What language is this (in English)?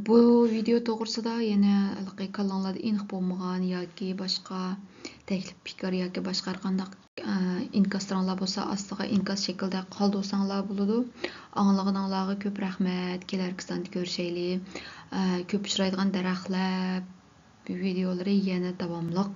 Uyghur